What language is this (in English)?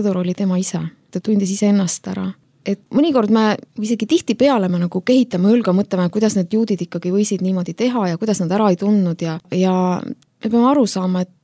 Estonian